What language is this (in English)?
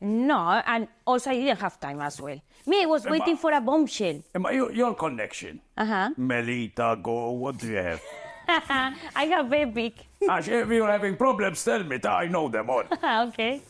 English